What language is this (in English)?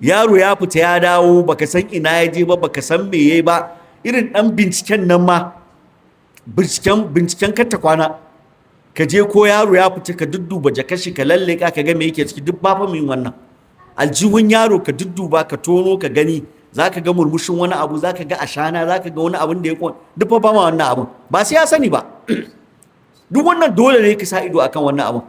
Hausa